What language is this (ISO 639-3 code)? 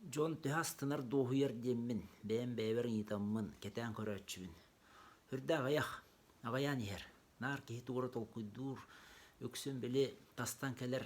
sah